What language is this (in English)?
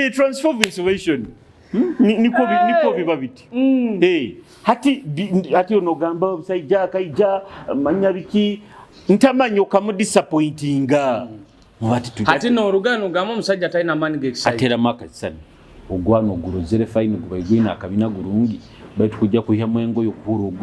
Nyoro